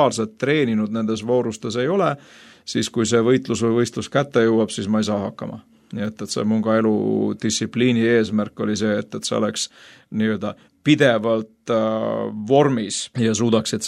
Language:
Estonian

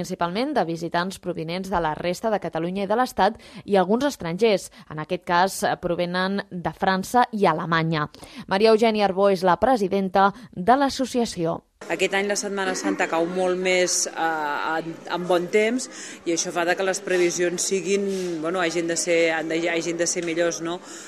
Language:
Catalan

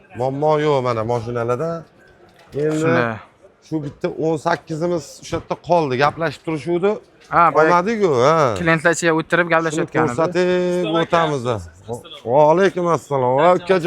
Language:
Uzbek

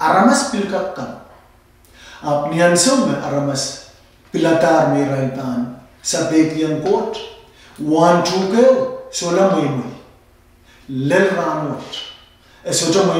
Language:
Pohnpeian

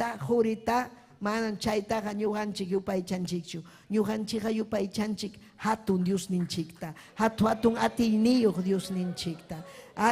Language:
Ayacucho Quechua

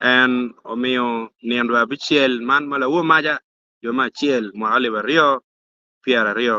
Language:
Acoli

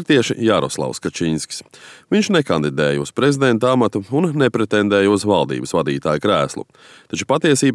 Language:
Latvian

